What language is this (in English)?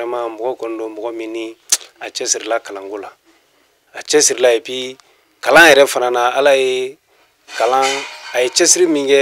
Bambara